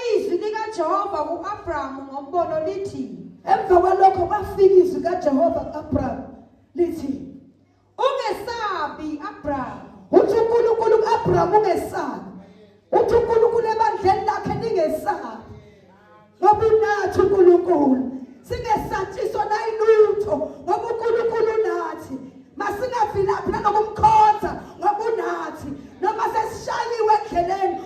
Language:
Zulu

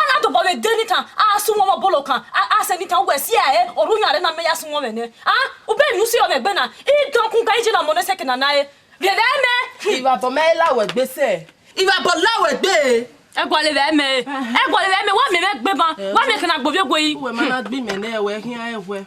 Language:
Bini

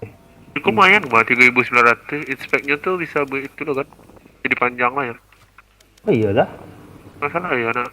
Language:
Minangkabau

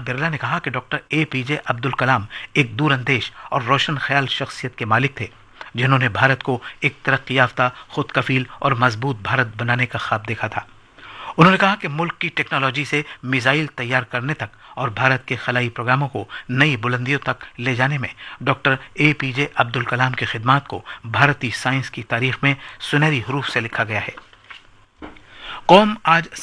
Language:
Urdu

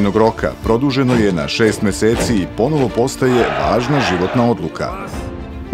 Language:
Serbian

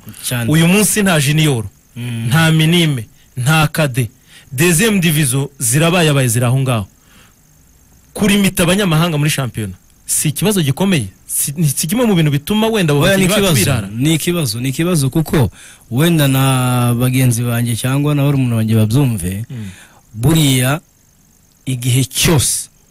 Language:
Kinyarwanda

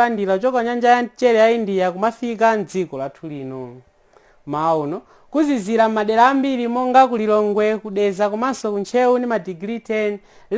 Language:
Nyanja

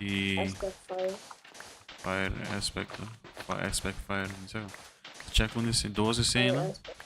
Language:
Papiamento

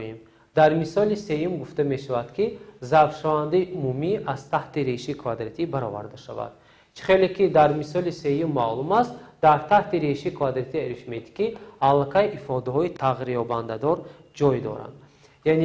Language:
Tajik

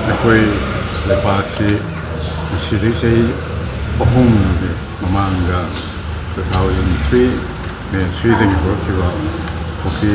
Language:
Manipuri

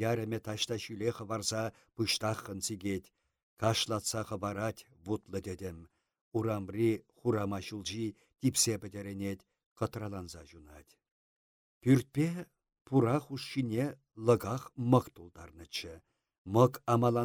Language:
Chuvash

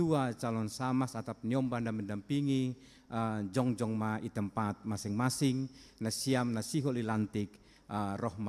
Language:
Batak Simalungun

